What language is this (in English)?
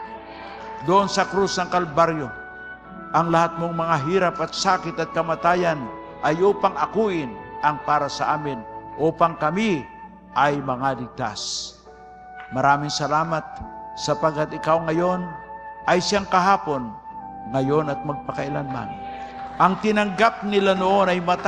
Filipino